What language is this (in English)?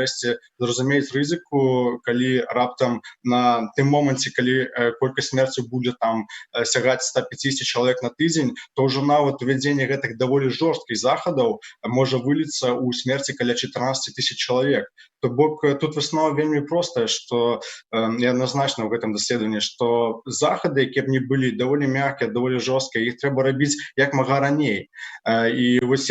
Belarusian